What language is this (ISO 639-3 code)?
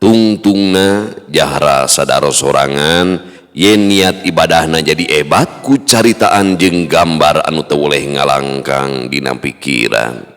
sun